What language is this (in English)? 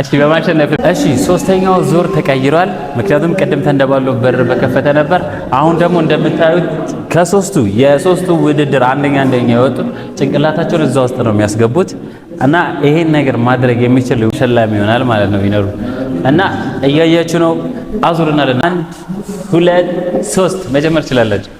Amharic